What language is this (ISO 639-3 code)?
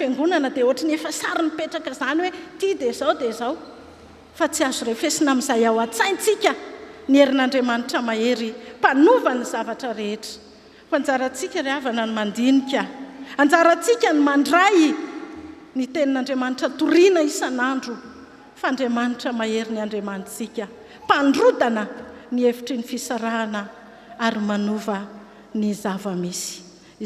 mlg